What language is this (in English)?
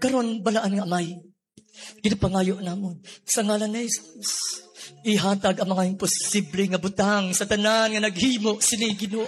Hiligaynon